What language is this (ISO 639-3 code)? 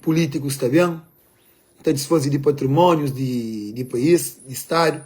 kea